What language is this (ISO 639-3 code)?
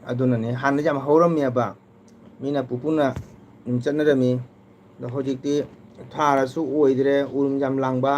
mni